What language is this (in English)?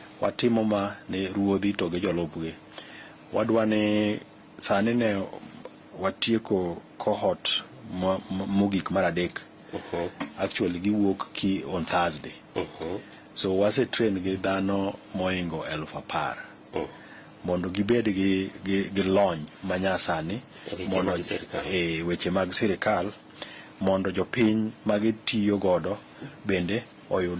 Luo (Kenya and Tanzania)